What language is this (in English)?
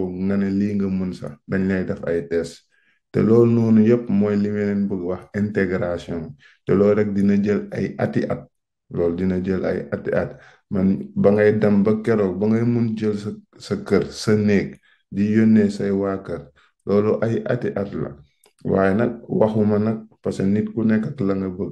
Wolof